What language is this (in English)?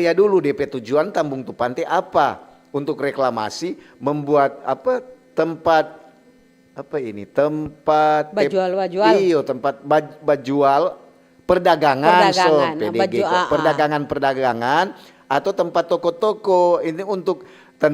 Manado Malay